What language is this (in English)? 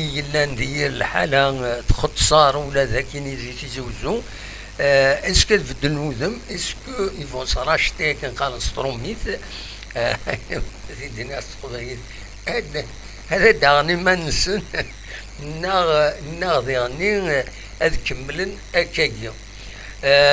Kabyle